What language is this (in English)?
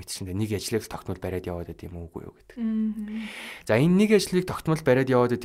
Mongolian